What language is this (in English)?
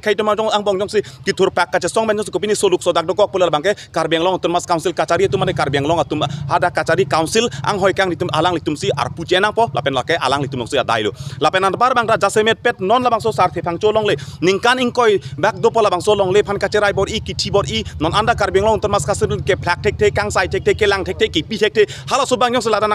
Karbi